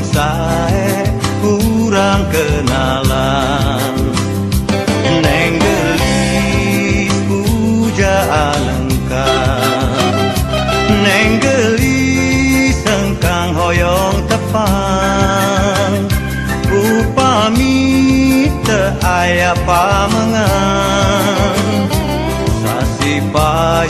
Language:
Sundanese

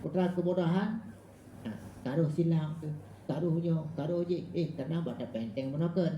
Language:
Achinese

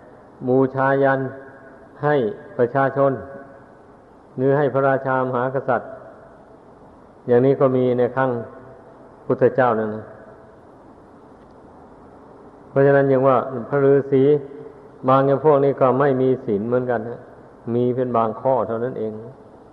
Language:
Thai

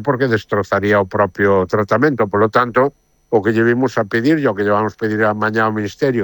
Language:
Galician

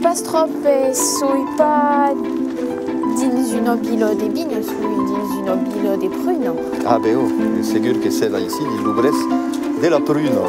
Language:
Occitan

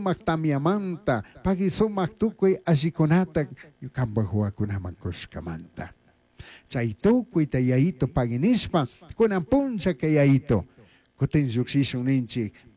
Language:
Chimborazo Highland Quichua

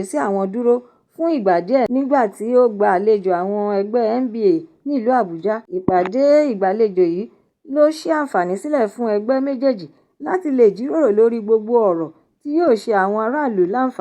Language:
Yoruba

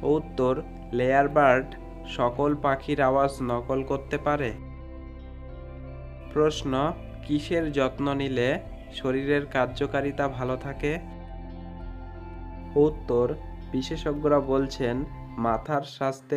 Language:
Bangla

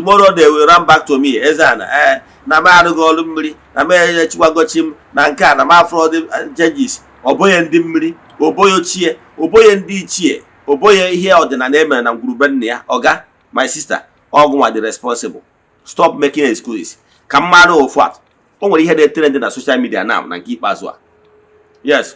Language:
Igbo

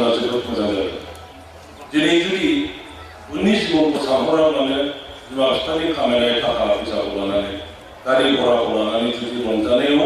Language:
Bodo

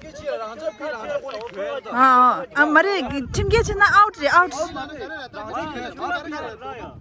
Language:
Tibetan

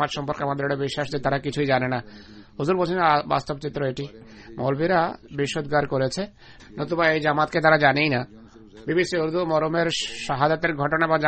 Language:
Bangla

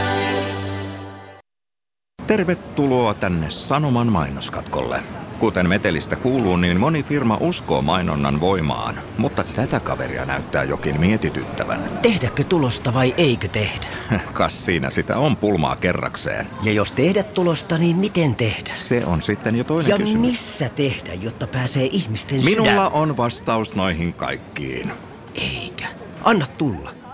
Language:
Finnish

